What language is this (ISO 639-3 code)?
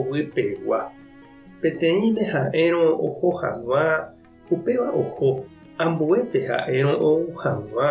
grn